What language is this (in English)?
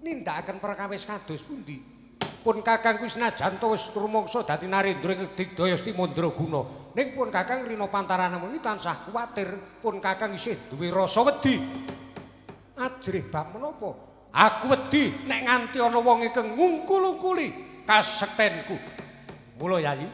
Javanese